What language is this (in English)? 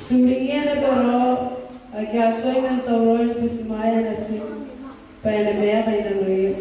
Gilbertese